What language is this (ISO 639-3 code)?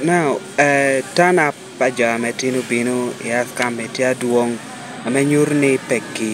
laj